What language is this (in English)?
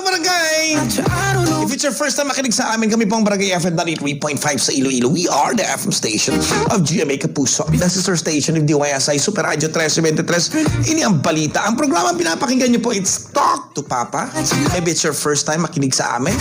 Hiligaynon